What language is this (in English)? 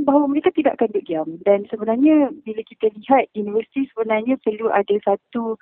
Malay